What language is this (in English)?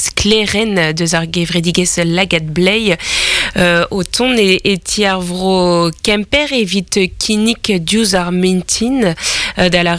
Breton